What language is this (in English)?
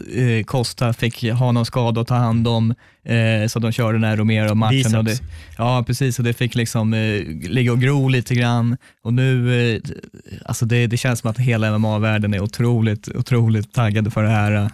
Swedish